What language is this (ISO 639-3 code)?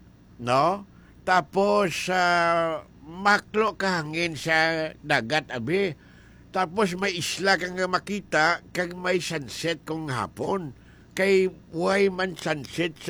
hil